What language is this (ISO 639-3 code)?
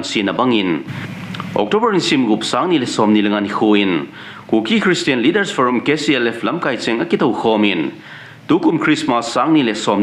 tcz